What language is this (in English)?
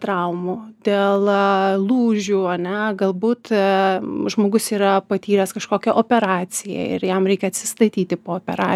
Lithuanian